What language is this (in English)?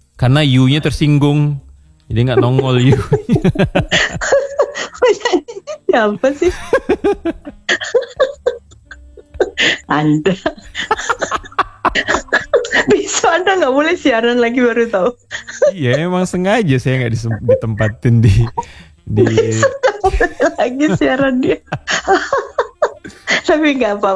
Indonesian